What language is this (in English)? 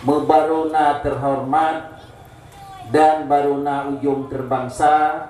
Achinese